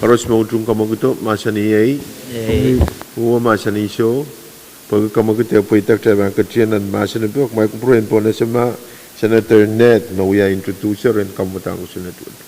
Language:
Pohnpeian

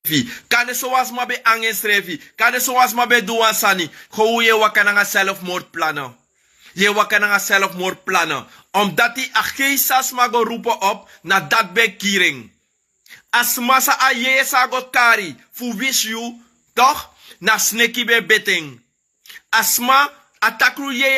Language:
Sranan Tongo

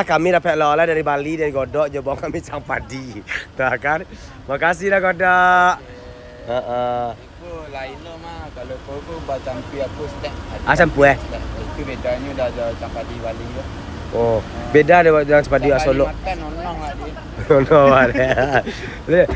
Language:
Minangkabau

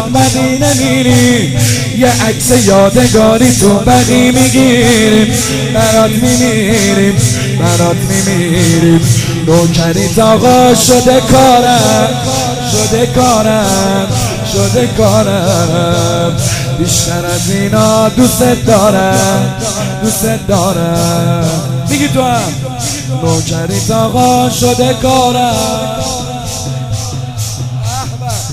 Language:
Persian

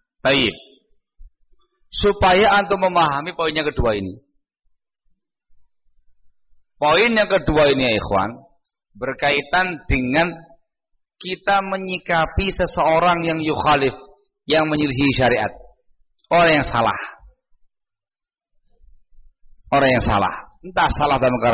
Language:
Indonesian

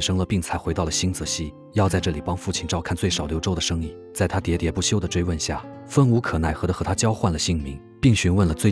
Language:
Chinese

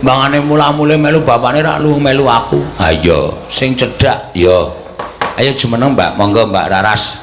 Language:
Javanese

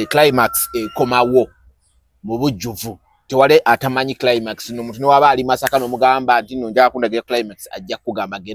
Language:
Ganda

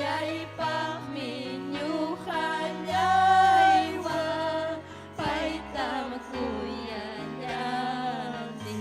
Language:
Ayacucho Quechua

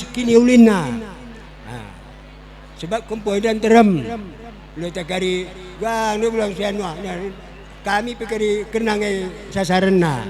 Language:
Batak Karo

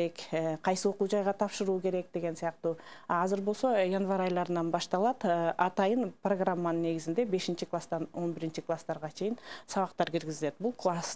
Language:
Kyrgyz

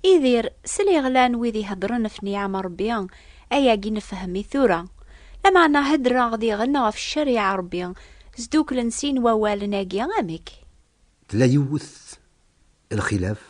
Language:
Kabyle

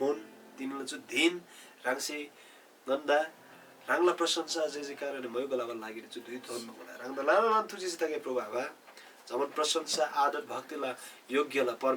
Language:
Eastern Tamang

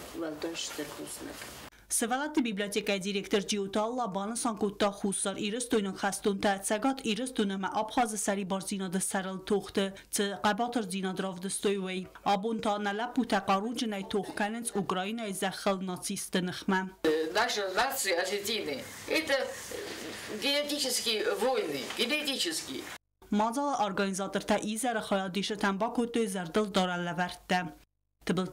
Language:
Ossetic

